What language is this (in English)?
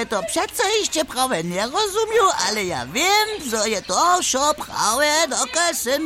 Upper Sorbian